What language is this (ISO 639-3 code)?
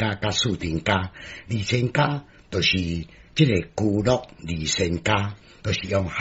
nan